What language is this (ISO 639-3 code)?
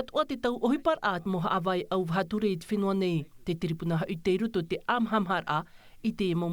tah